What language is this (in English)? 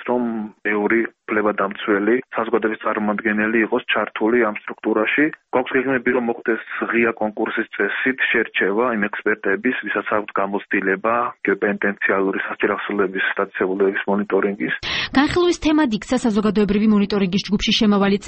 Georgian